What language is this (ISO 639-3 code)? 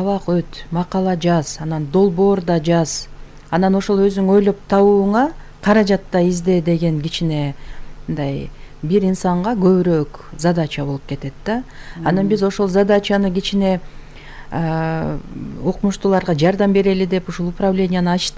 kir